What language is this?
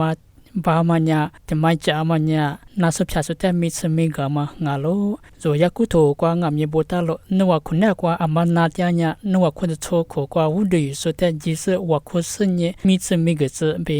Lisu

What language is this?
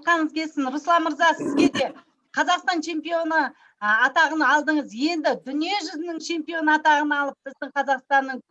Kazakh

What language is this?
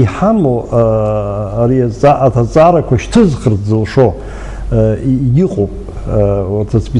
Abkhazian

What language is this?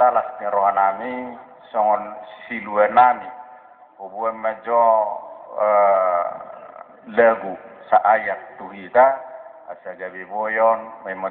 Batak Toba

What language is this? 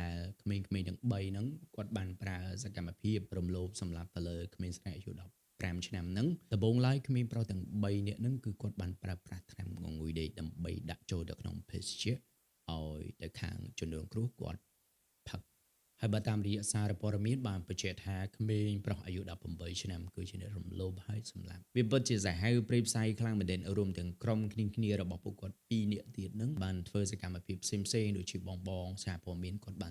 Khmer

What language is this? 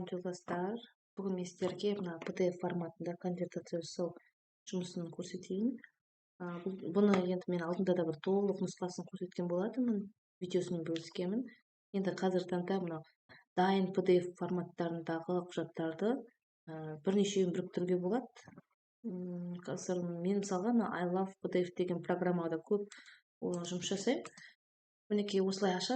Kazakh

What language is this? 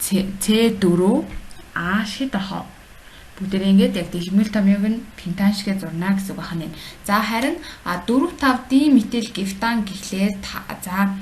Mongolian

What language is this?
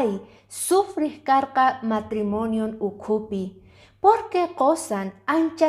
Quechua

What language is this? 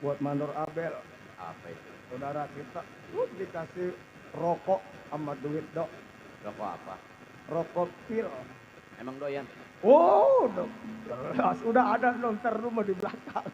Betawi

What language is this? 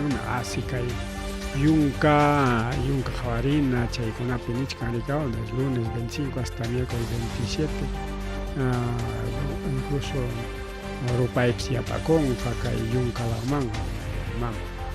Ayacucho Quechua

